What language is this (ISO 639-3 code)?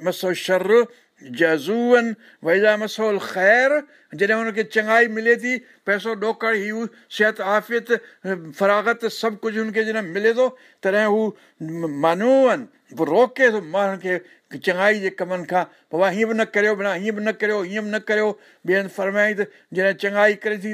snd